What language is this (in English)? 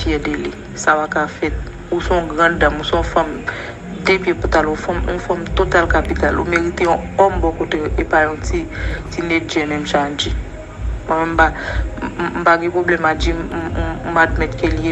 Haitian Creole